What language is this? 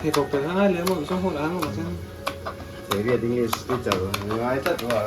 Mizo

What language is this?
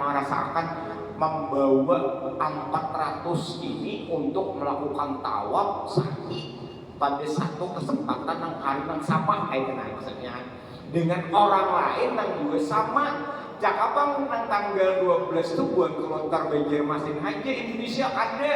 Banjar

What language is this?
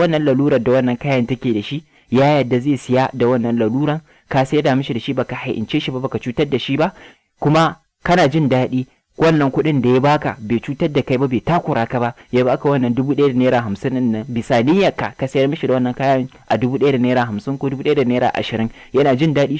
Hausa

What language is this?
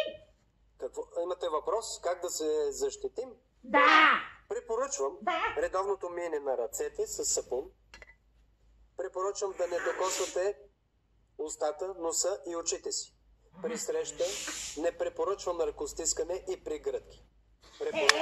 Bulgarian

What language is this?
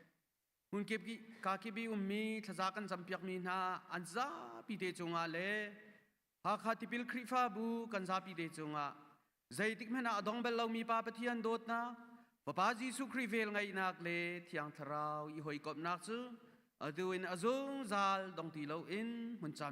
Hakha Chin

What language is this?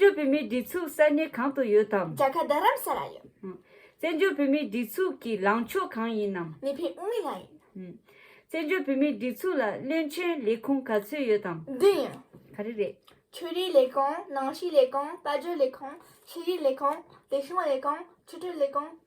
Tibetan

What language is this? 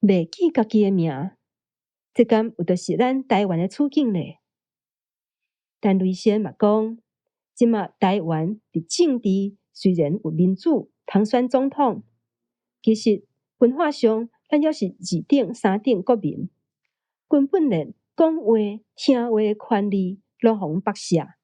Min Nan Chinese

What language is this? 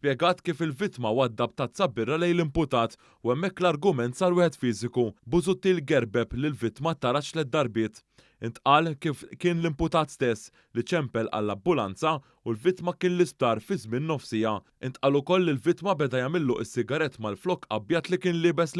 Maltese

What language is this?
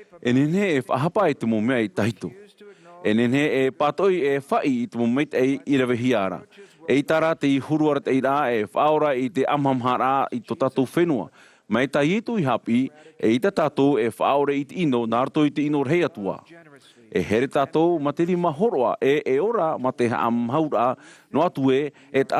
Tahitian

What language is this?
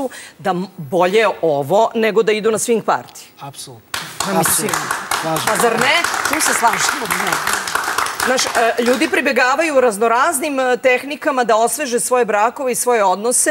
Serbian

